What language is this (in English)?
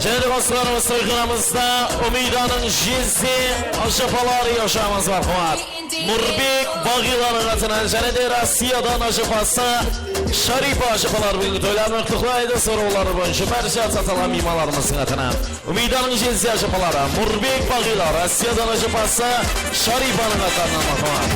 Kara-Kalpak